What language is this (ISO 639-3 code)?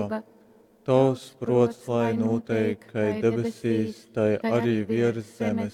ltg